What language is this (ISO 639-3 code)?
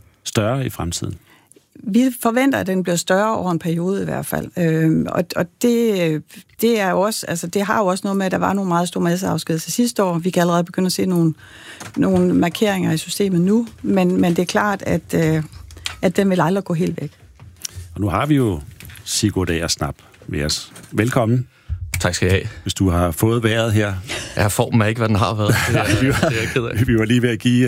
dan